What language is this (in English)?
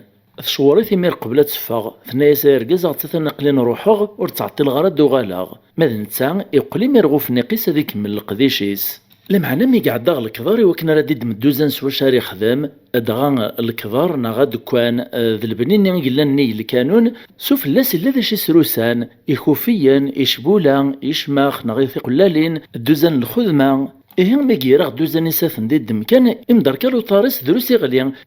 Kabyle